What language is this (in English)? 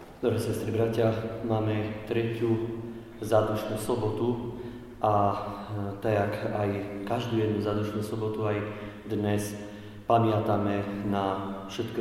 Slovak